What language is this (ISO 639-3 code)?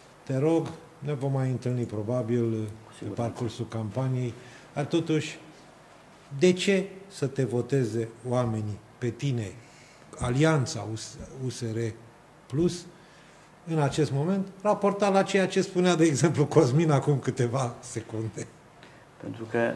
ron